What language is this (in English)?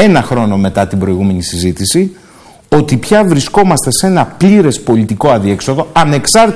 Greek